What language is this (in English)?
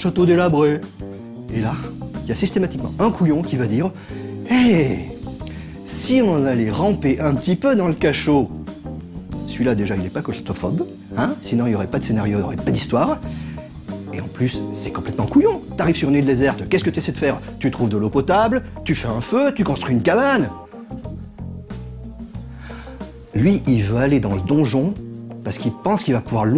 French